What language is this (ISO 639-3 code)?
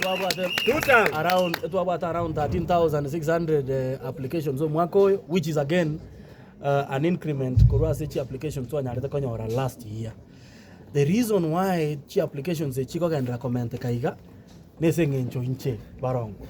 guz